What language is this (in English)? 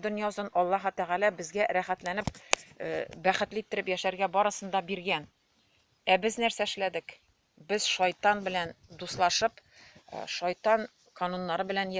Tatar